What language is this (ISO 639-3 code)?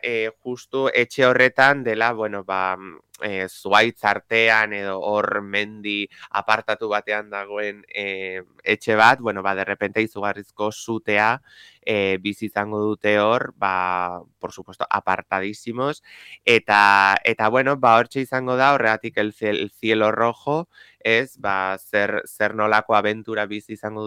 eus